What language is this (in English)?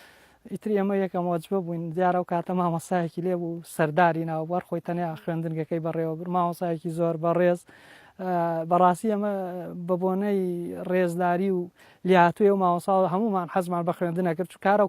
Central Kurdish